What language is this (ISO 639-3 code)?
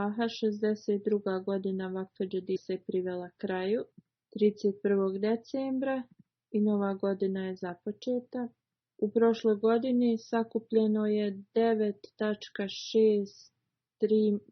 bos